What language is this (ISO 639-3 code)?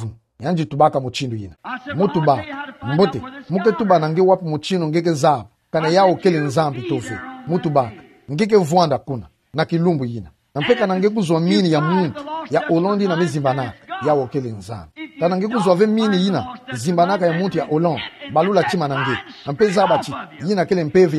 ktu